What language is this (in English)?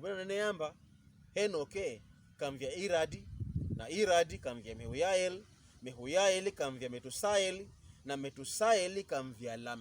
Pokomo